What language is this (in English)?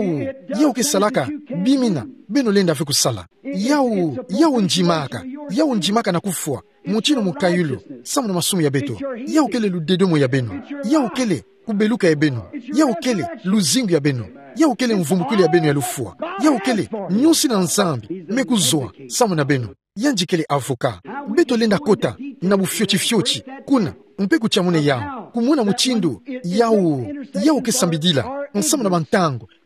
Kituba (Democratic Republic of Congo)